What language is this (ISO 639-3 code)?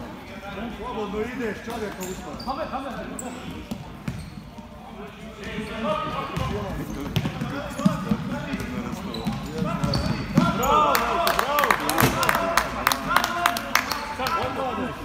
hrv